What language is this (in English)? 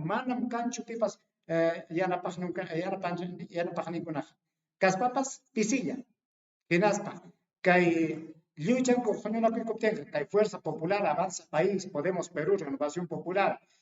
Ayacucho Quechua